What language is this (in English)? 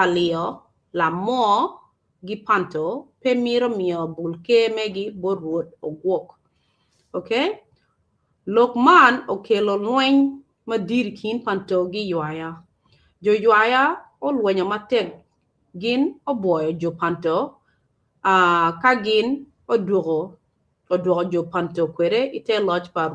Acoli